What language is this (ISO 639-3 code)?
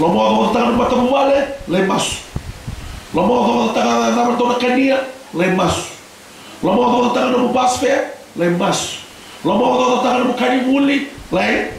fij